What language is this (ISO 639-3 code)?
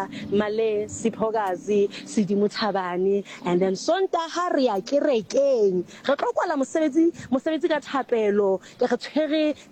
sot